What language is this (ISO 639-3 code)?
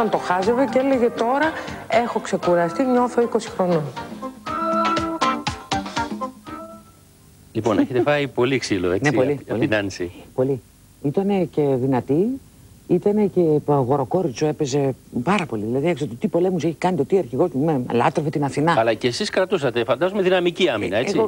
ell